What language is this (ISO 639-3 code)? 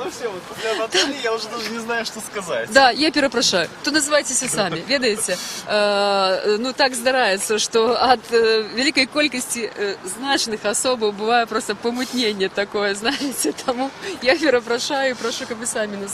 bel